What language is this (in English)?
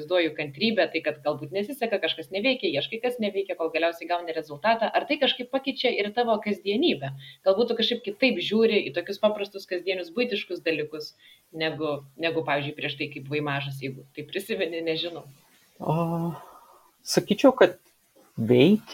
Lithuanian